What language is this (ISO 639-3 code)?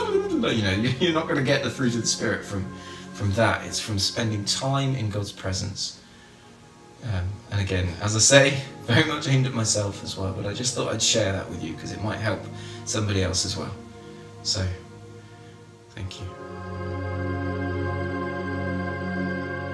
eng